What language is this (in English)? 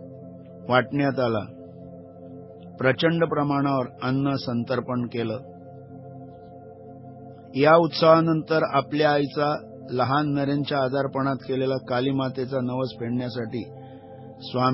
Marathi